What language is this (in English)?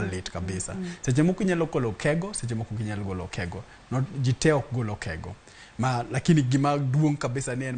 Luo (Kenya and Tanzania)